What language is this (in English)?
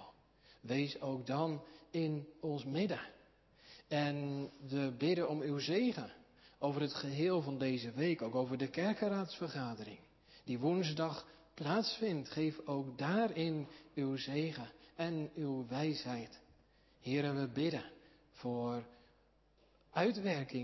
Dutch